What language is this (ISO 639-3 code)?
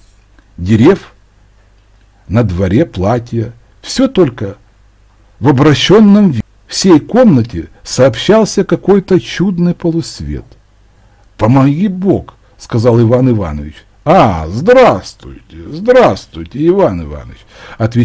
rus